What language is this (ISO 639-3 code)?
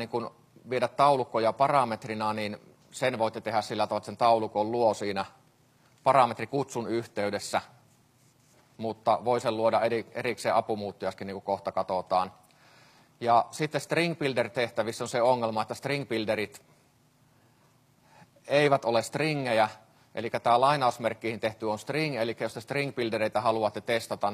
fin